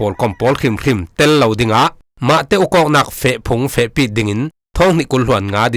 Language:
Falam Chin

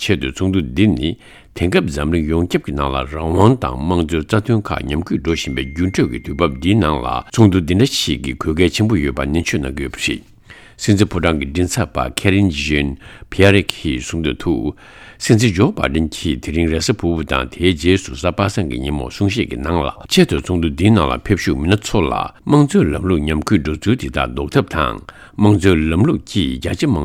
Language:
Tibetan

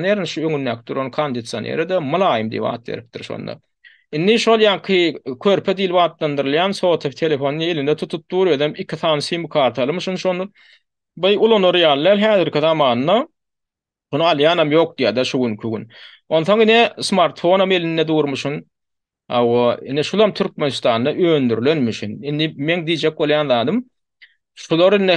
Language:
Turkmen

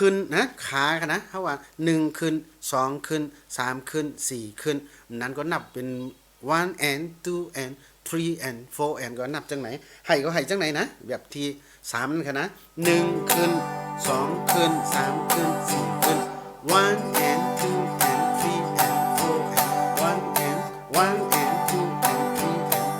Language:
Shan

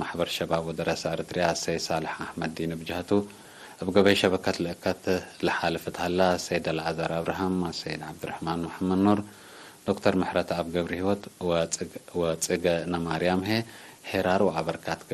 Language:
Tigre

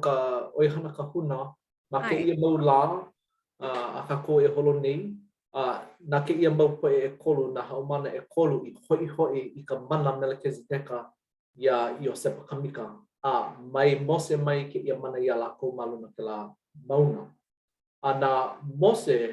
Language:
Hawaiian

